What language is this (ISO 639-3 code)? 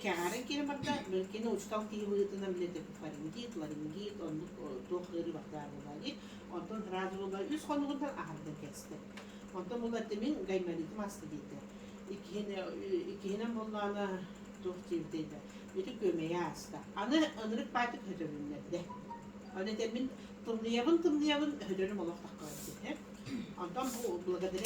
sah